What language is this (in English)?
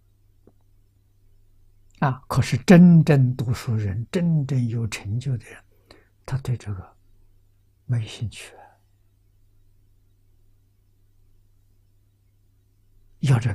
Chinese